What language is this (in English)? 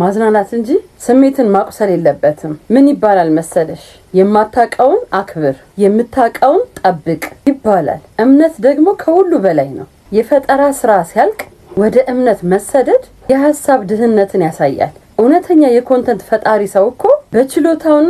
Amharic